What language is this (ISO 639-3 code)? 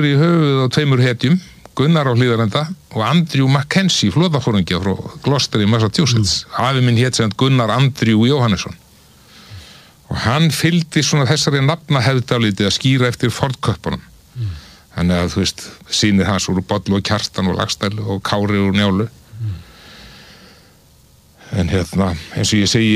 isl